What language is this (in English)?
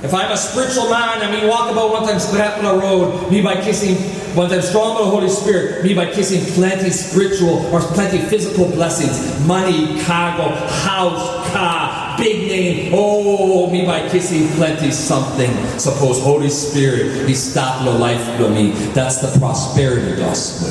Tok Pisin